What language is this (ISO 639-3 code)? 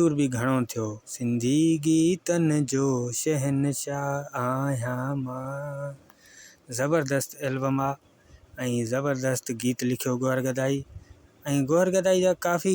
snd